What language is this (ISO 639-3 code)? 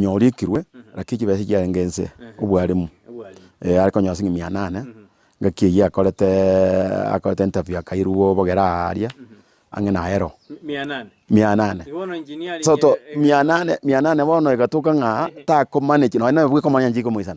guz